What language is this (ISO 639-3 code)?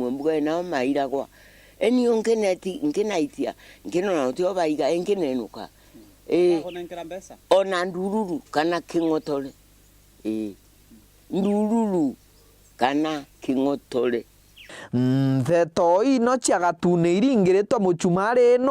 mer